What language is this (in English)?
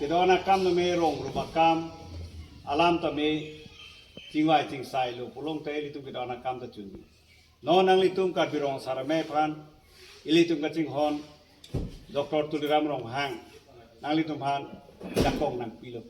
Karbi